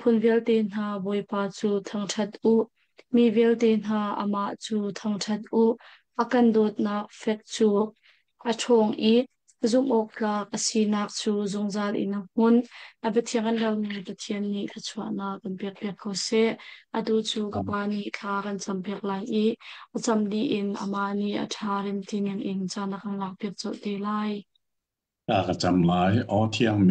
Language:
Hakha Chin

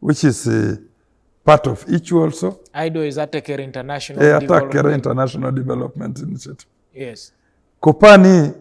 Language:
Teso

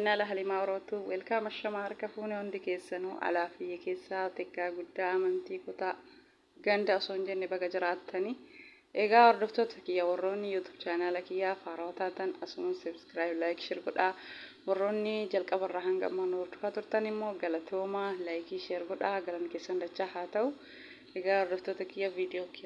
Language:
Oromo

